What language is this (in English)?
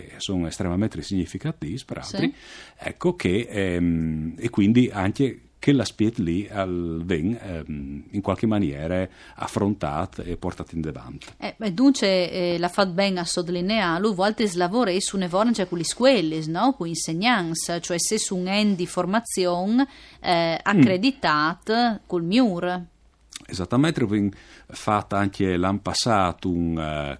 Friulian